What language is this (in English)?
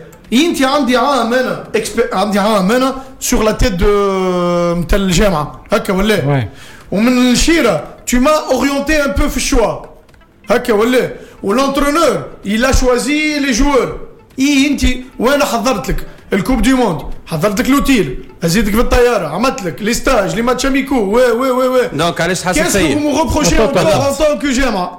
Tunisian Arabic